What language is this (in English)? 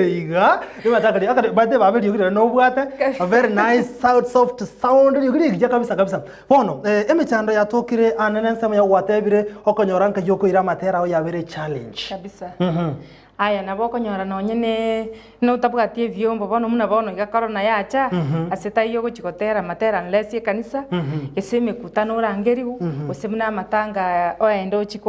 Gusii